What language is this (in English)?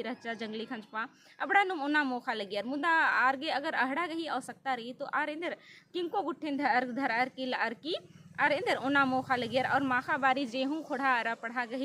Kurukh